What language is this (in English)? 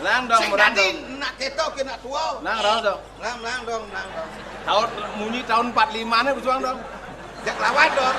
Balinese